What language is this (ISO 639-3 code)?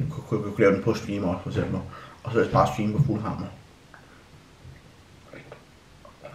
dan